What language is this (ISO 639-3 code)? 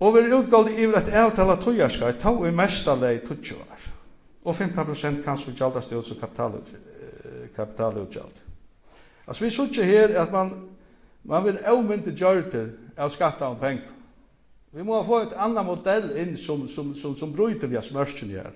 fao